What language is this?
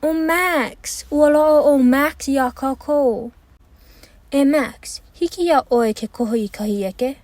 Hawaiian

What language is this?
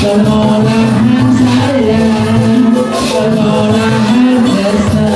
Balinese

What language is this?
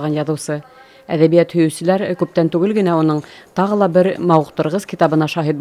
Bashkir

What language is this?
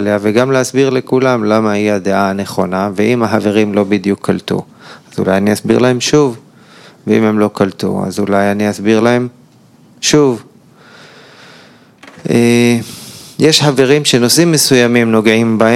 Hebrew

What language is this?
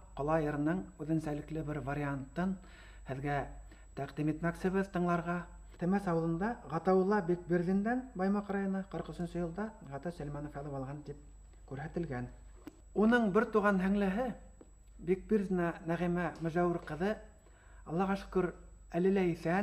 Bashkir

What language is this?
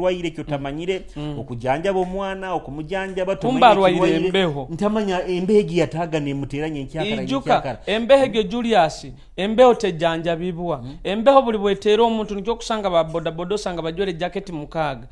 Nyoro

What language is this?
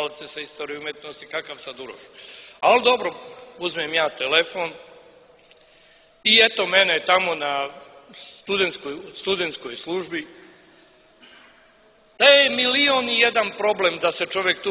Serbian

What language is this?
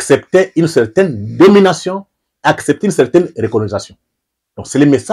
French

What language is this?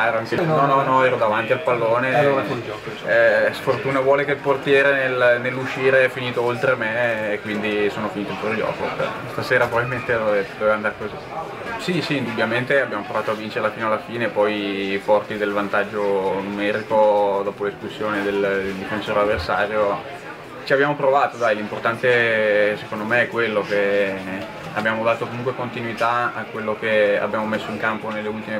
Italian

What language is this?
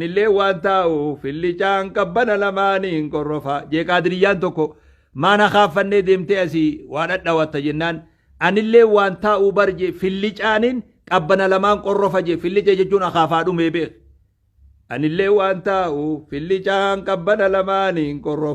Oromo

